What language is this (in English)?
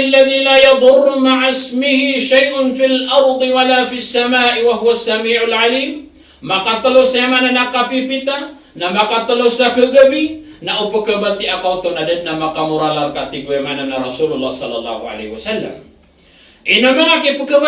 Maranao